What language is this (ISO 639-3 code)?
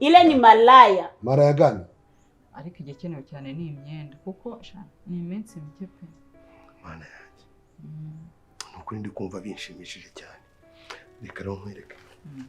kin